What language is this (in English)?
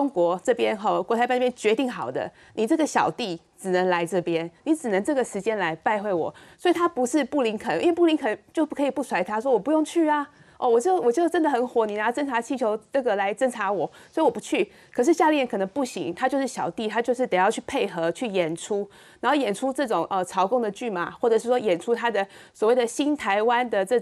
Chinese